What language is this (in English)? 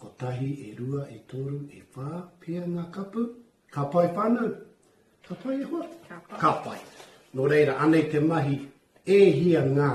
Māori